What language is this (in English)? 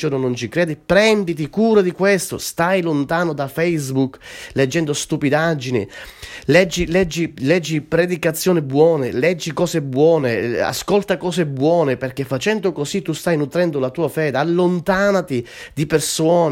Italian